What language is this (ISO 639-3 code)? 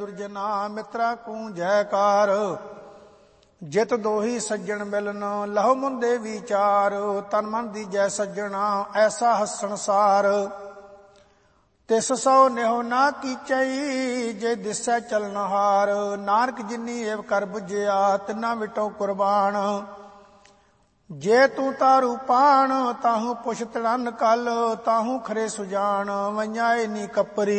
pan